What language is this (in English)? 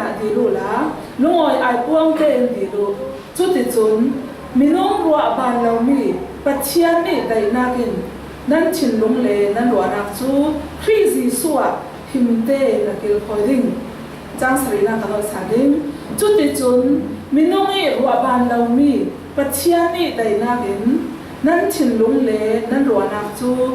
Falam Chin